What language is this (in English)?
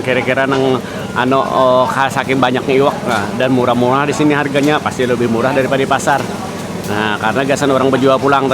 Banjar